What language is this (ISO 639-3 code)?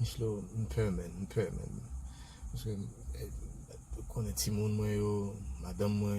hat